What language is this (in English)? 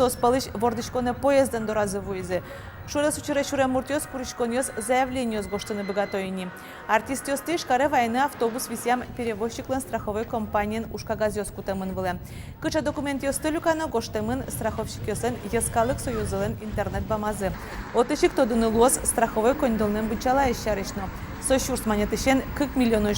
Udmurt